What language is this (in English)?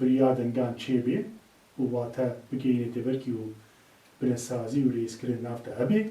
Kurdish